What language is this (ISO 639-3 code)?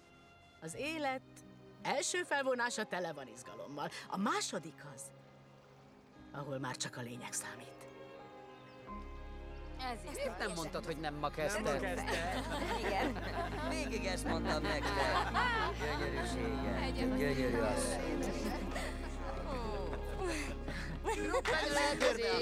hun